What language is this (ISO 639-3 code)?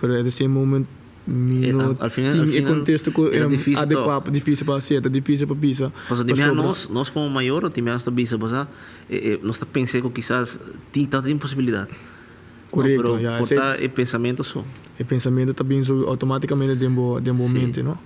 pap